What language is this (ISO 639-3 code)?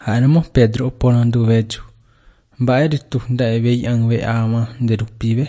grn